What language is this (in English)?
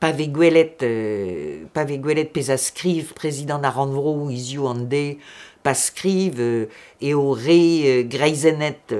Breton